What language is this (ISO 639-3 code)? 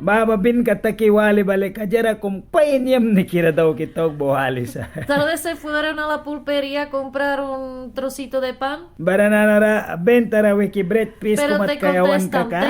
miq